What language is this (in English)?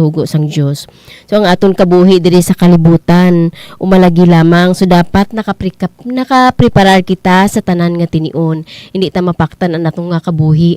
Hiligaynon